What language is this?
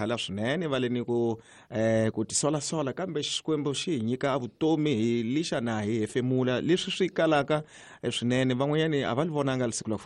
Tsonga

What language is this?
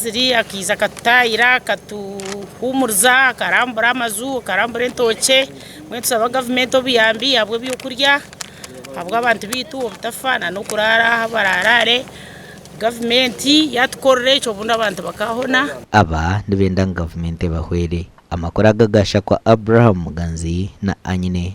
Nyankole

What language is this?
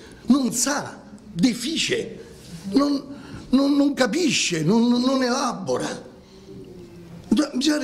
Italian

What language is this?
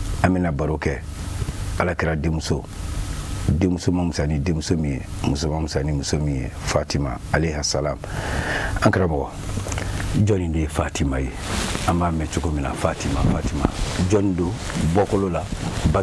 Bambara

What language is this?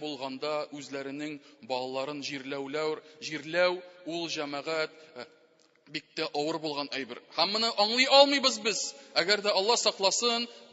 Tatar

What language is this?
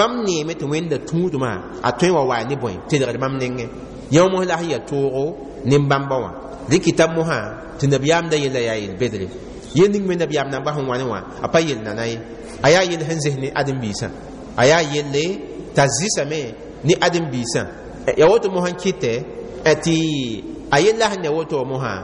Mossi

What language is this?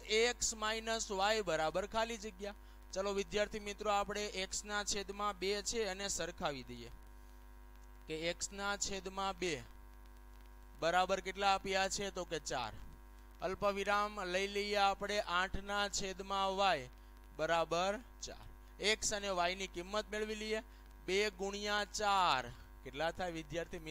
Gujarati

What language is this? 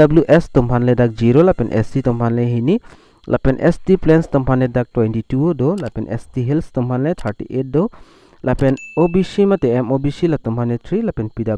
Karbi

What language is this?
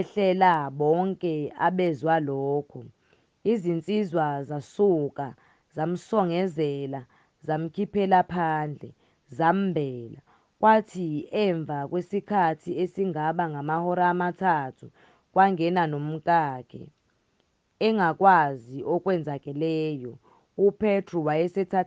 Zulu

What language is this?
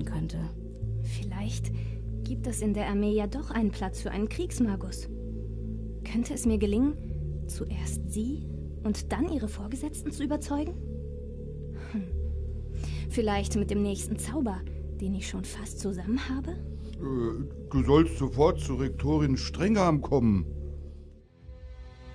German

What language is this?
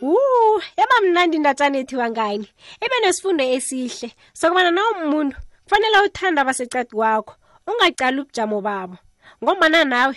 South Ndebele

